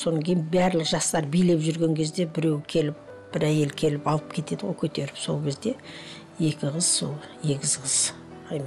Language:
Kazakh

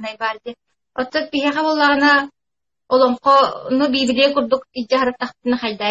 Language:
Yakut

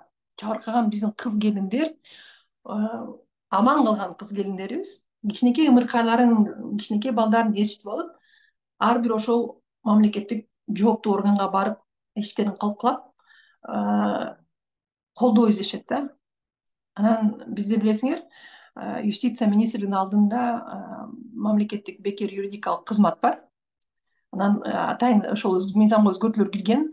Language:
Kyrgyz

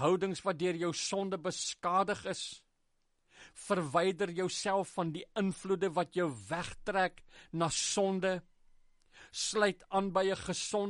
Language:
Afrikaans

